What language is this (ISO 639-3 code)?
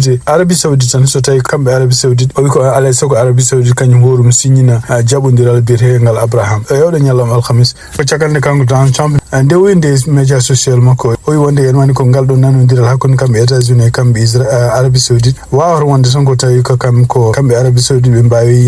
ful